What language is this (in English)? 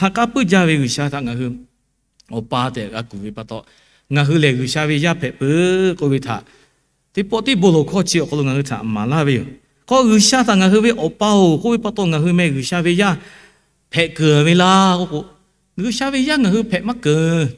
Lahu